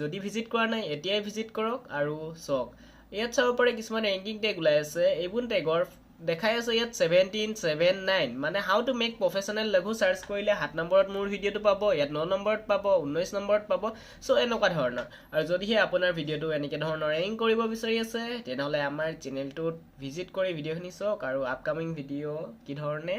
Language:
Assamese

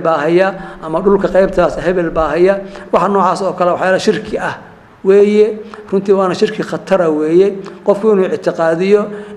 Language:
Somali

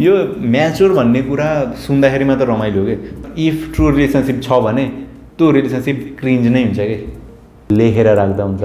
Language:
Nepali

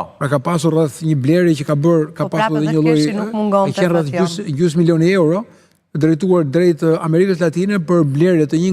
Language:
Albanian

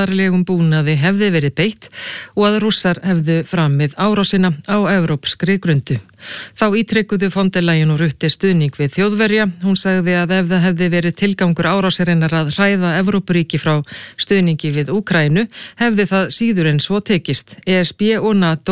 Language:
Icelandic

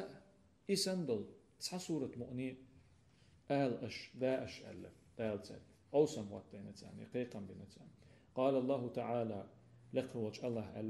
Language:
Chechen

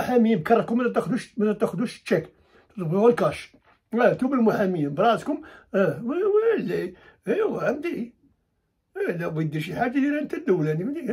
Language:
Moroccan Arabic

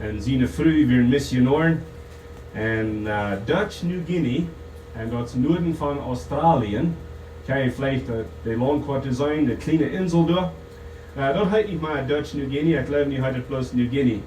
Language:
Plautdietsch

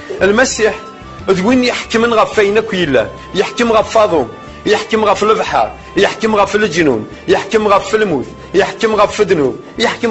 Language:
Kabyle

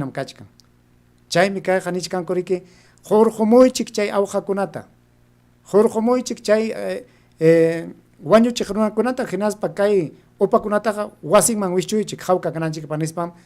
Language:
Ayacucho Quechua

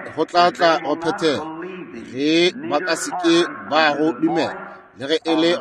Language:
Northern Sotho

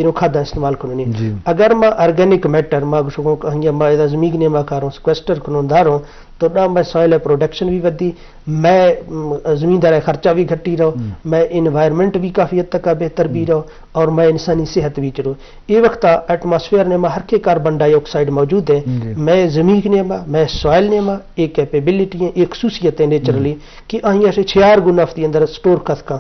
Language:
Eastern Balochi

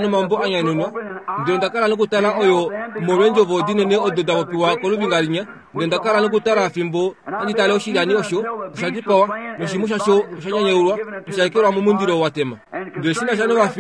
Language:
Kuanyama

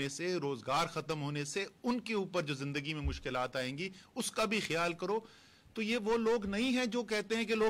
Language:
Urdu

